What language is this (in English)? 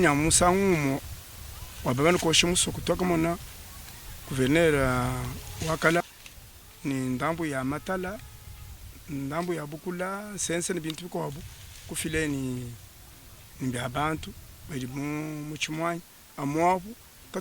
Luba-Lulua